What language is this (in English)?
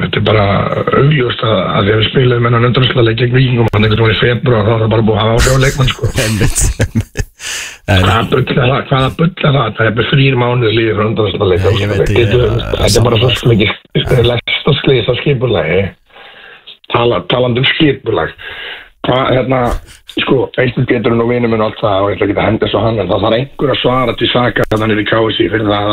Icelandic